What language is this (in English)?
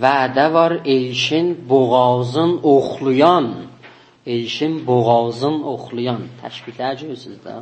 South Azerbaijani